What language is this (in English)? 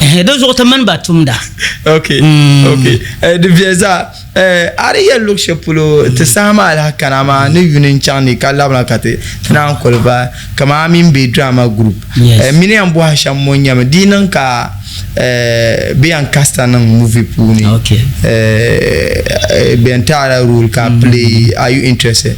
Dagbani